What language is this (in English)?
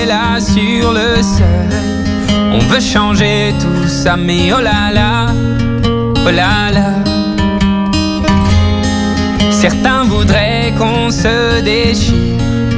French